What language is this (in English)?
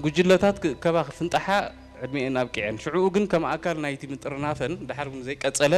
Tigrinya